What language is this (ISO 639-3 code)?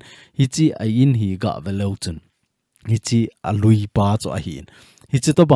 tcz